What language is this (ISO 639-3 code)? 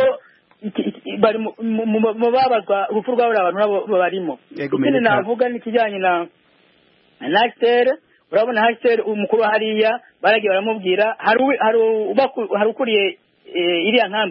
kin